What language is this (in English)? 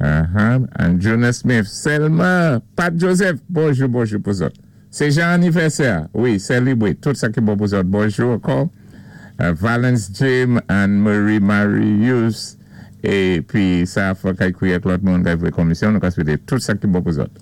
Saint Lucian Creole French